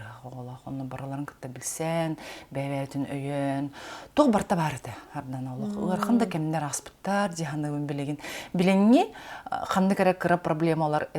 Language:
Yakut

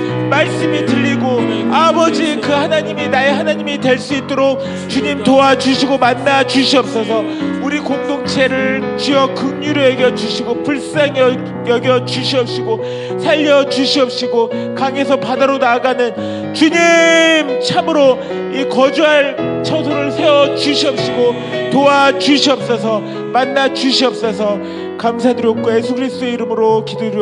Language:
Korean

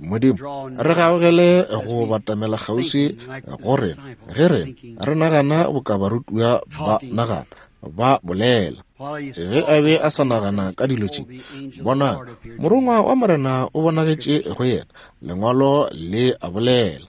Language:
Northern Sotho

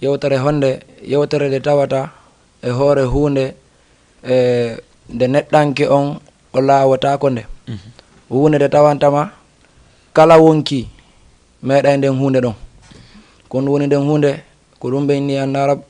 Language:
Fula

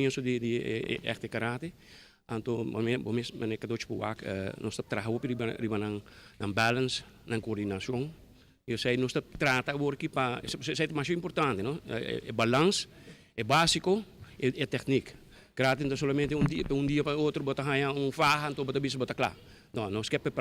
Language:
Papiamento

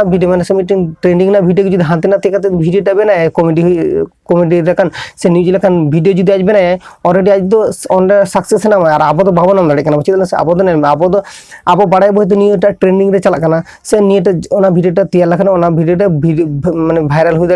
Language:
Santali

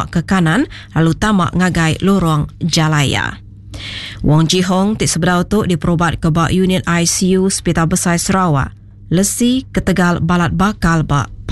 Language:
Iban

